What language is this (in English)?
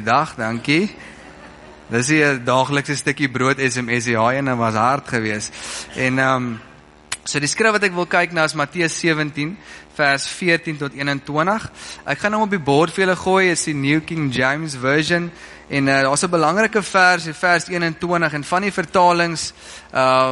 Afrikaans